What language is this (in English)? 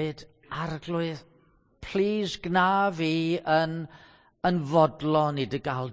Welsh